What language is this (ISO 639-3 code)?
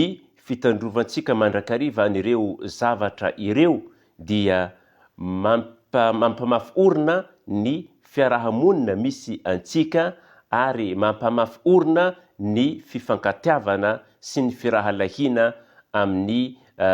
mlg